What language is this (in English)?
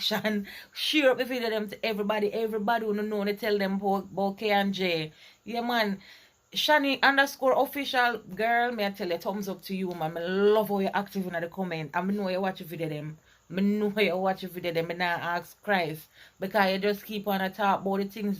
Jamaican Creole English